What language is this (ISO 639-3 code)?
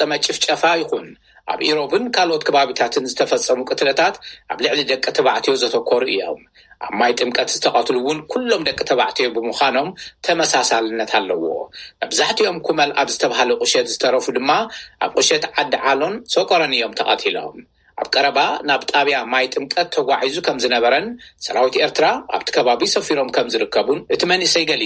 tir